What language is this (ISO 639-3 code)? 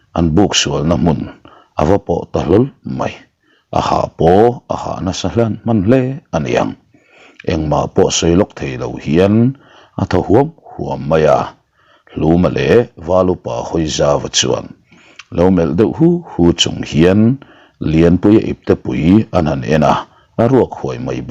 lus